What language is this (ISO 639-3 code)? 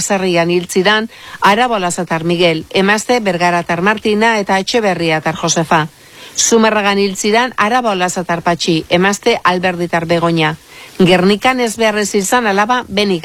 eus